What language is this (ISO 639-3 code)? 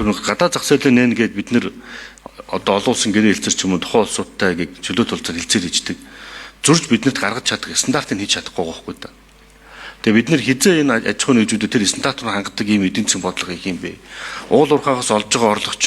mon